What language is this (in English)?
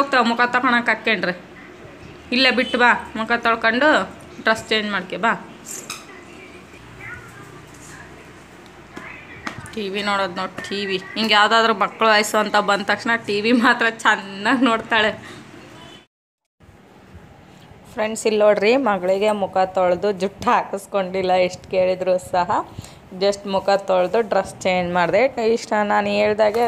Kannada